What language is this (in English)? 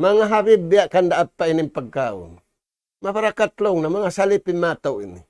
Tausug